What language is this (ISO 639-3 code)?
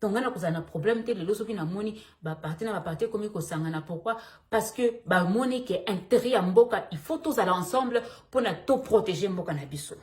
lin